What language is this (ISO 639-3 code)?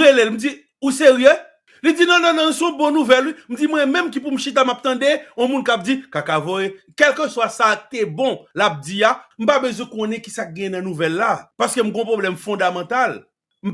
hat